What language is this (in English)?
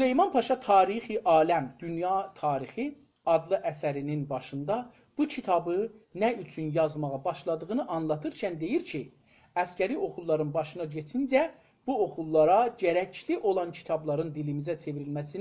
South Azerbaijani